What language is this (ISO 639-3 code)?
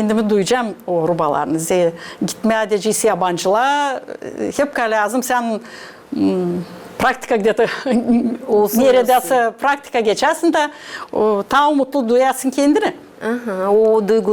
gag